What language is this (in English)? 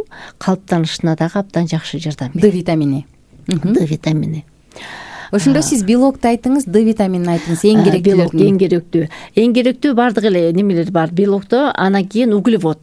Kyrgyz